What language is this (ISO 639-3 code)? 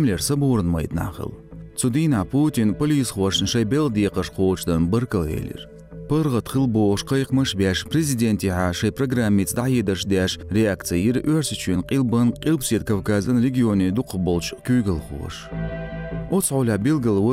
che